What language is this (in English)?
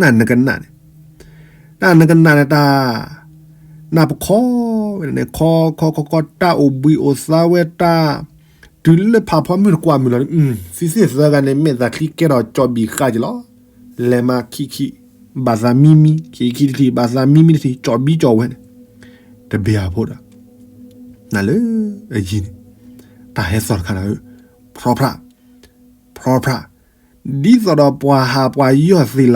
S'gaw Karen